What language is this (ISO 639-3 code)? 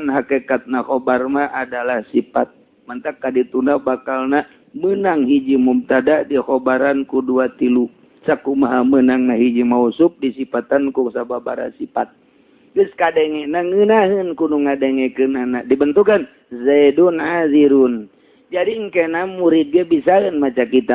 sun